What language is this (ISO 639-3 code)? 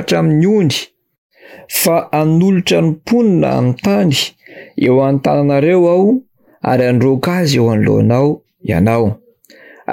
mlg